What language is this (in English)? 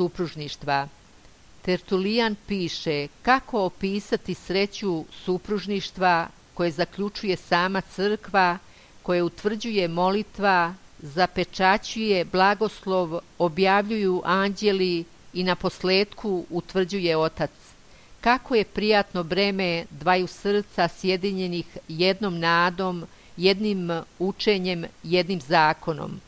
Serbian